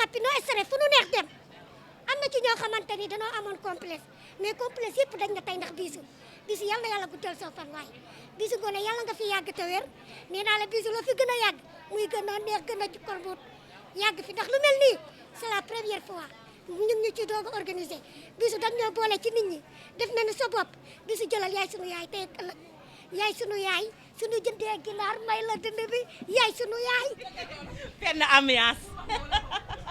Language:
Wolof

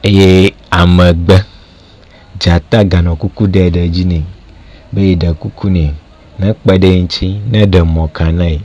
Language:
Ewe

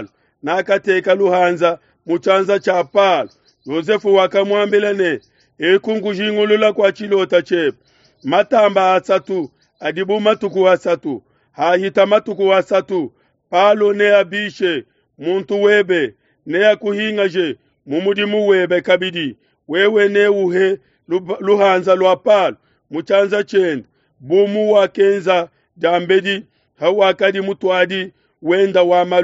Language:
Luba-Lulua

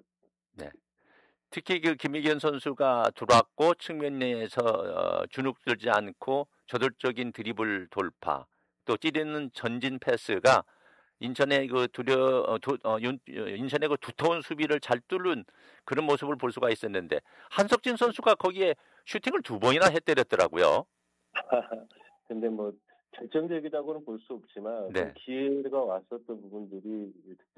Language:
Korean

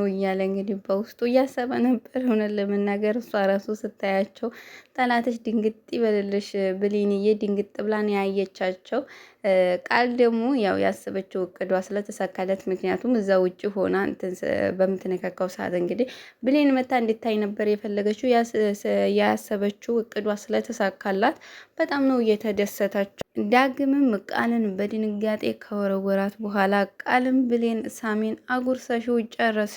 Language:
Amharic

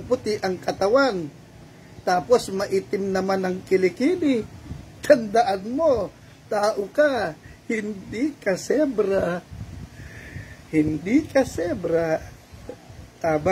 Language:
Filipino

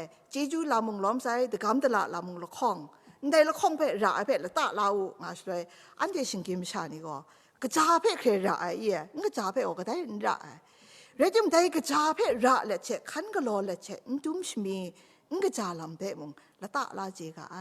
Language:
Kachin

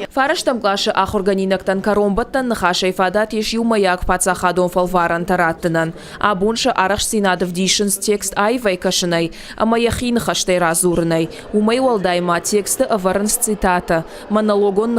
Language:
Ossetic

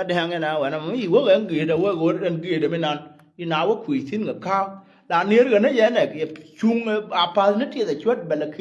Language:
Nuer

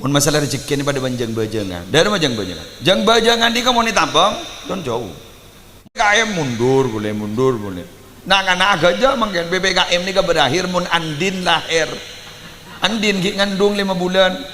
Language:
Madurese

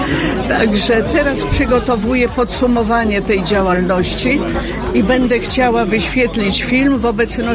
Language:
Polish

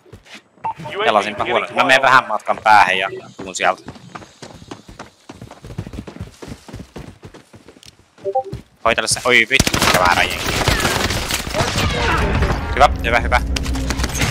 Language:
Finnish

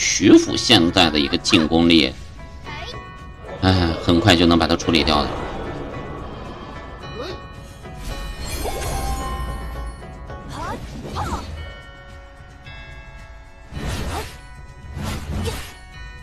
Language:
Chinese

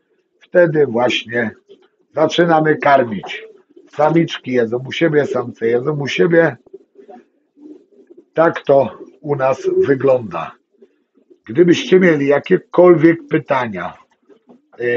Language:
Polish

